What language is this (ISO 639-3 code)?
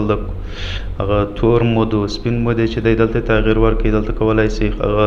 pus